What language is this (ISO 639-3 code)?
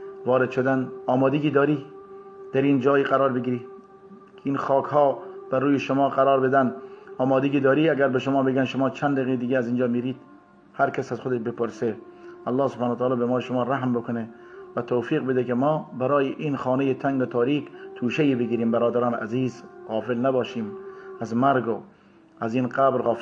fas